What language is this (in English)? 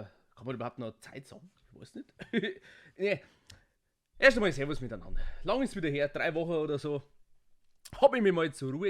Bavarian